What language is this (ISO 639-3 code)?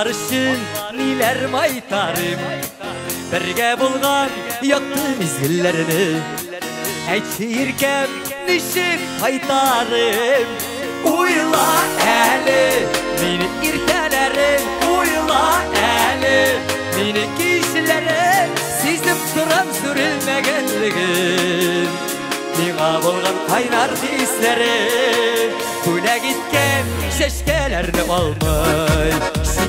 tat